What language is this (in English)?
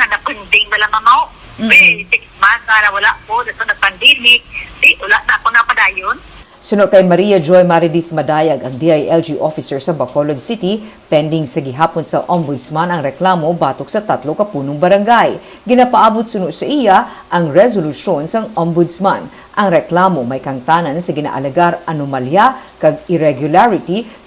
Hiligaynon